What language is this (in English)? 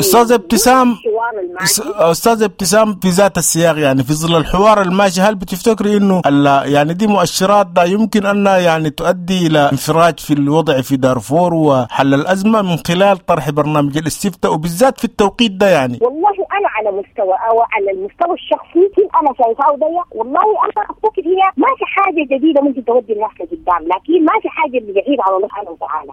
Sudanese Arabic